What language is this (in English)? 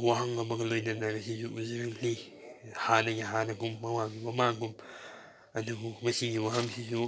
Manipuri